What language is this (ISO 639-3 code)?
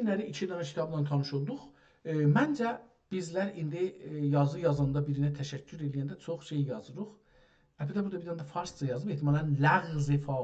azb